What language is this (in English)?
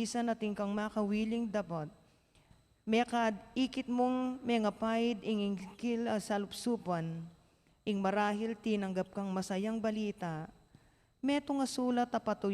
Pampanga